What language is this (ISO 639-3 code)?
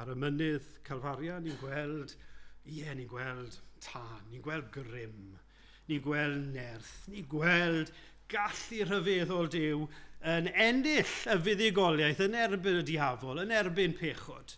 cym